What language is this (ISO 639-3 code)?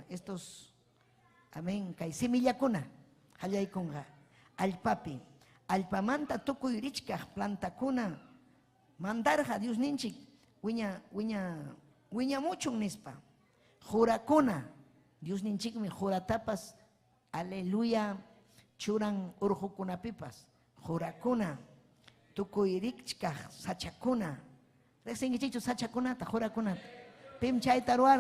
quy